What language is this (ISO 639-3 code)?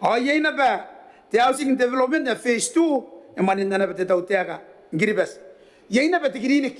gil